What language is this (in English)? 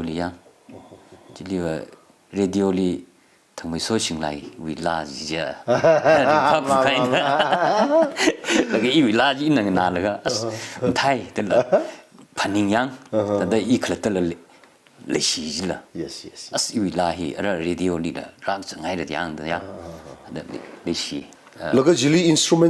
Tangkhul Naga (India)